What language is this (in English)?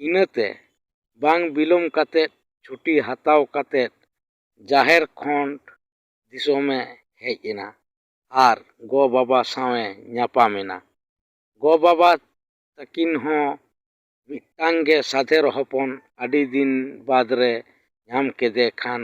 Santali